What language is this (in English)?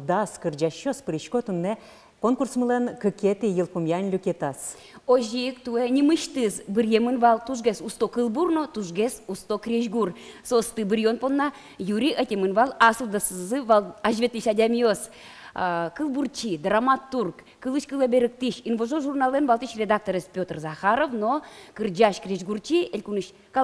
Udmurt